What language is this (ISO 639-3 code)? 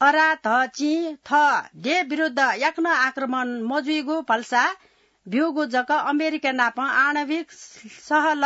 new